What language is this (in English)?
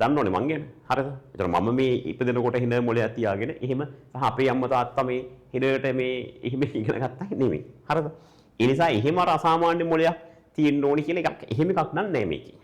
Sinhala